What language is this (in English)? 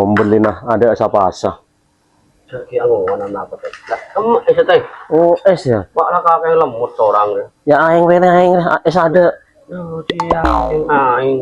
Madurese